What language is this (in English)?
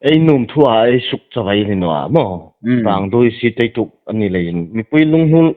Hmar